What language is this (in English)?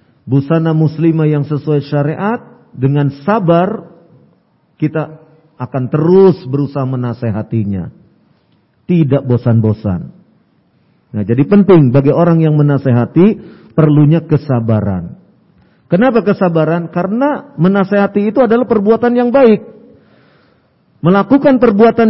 Indonesian